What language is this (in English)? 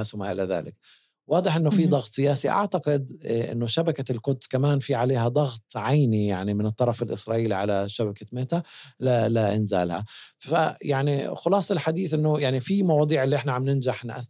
North Levantine Arabic